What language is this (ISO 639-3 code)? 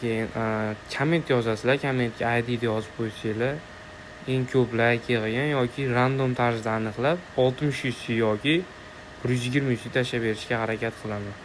uzb